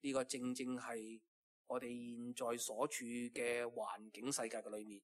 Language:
Cantonese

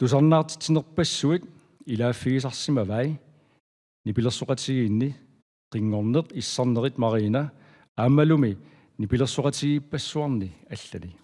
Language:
Kalaallisut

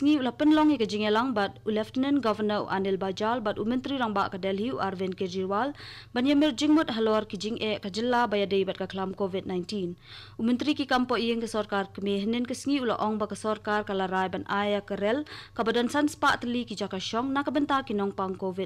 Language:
Khasi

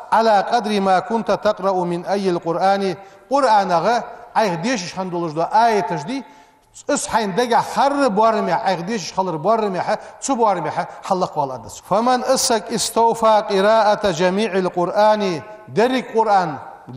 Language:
Ingush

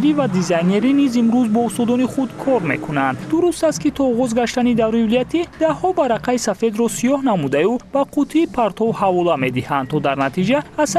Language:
Tajik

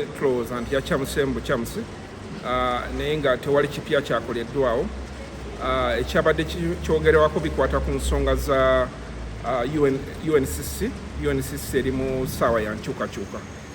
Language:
Ganda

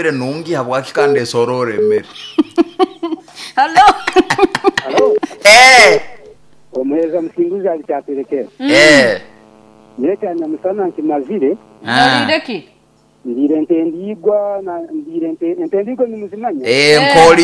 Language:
Nyoro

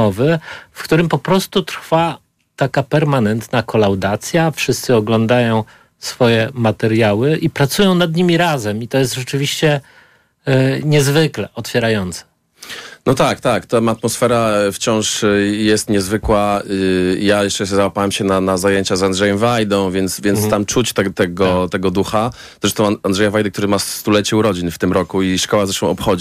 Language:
Polish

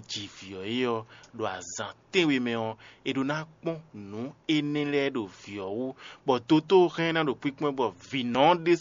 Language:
Fon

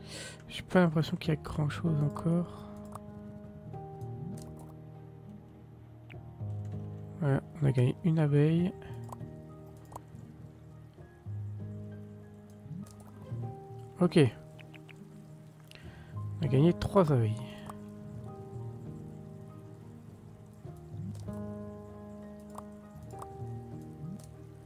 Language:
French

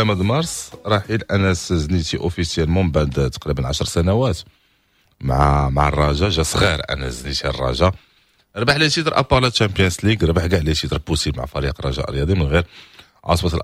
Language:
Moroccan Arabic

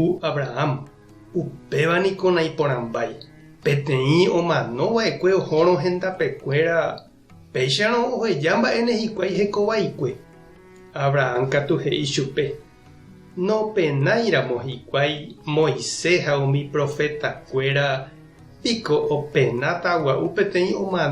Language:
Guarani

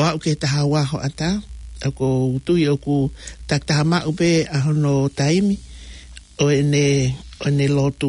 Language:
Tongan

